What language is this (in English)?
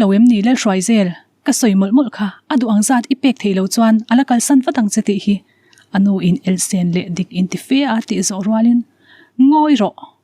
Mizo